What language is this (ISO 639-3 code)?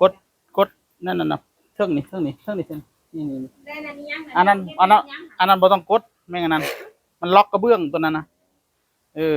tts